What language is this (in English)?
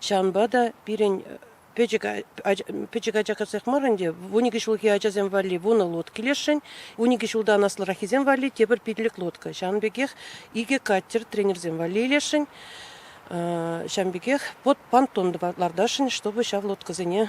Chuvash